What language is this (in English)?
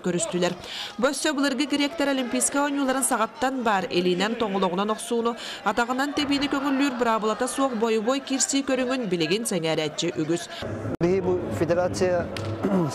Yakut